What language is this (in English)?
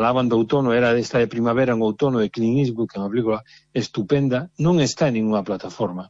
Galician